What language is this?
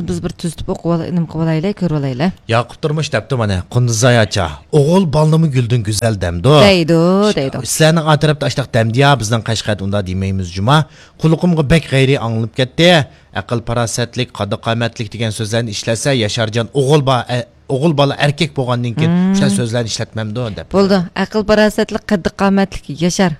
Uyghur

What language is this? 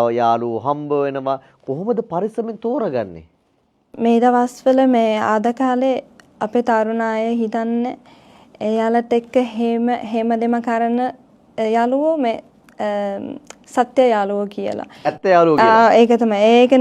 Sinhala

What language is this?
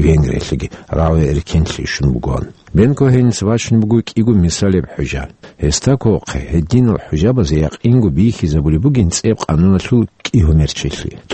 Avaric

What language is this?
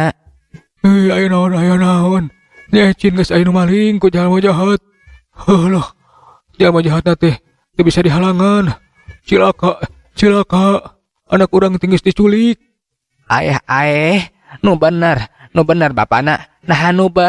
Sundanese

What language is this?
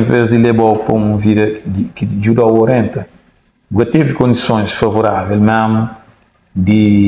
Kabuverdianu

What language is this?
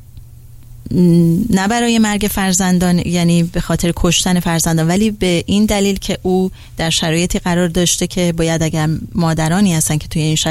Persian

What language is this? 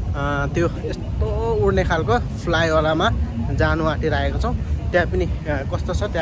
Nepali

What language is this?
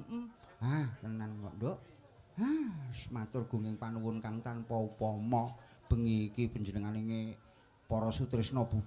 Javanese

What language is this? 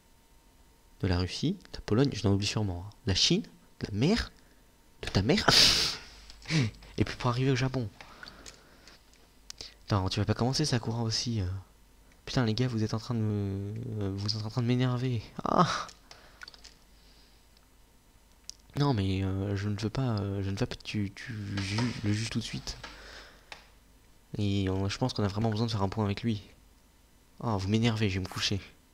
French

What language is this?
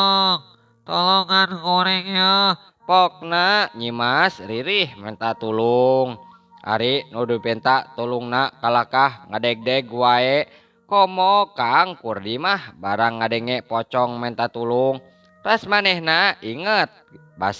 Sundanese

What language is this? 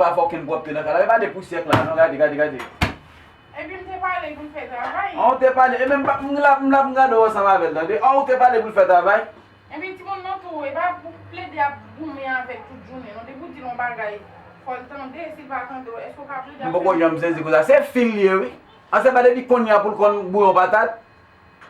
Haitian Creole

